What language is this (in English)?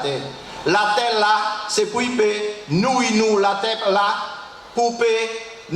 Guadeloupean Creole French